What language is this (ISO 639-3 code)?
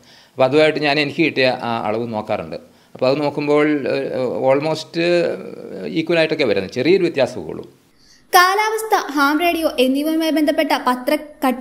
mal